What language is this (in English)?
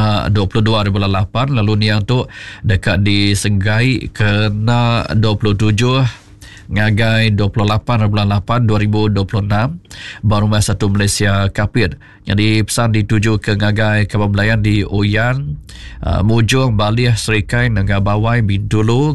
Iban